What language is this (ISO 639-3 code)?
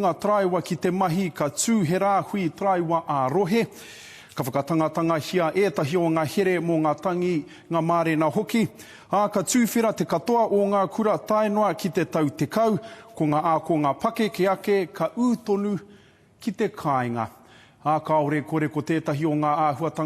mri